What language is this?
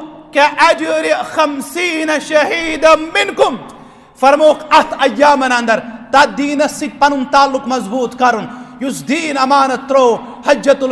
Kashmiri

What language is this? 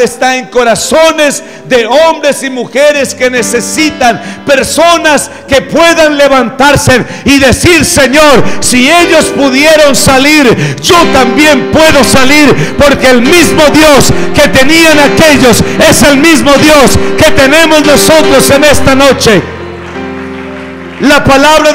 Spanish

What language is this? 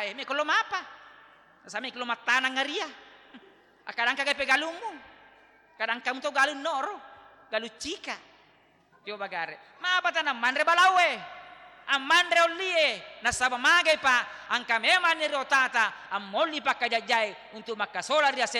Buginese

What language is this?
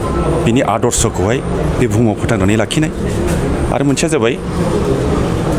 Bodo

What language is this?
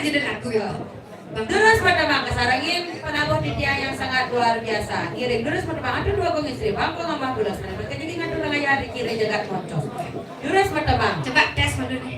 Balinese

